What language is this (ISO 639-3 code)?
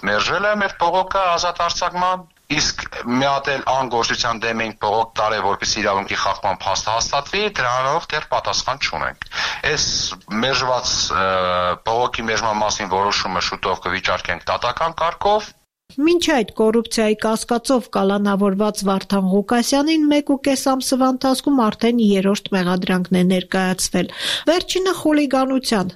hye